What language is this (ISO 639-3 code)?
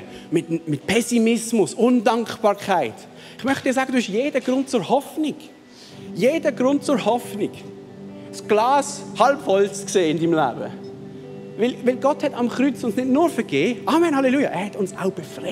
gsw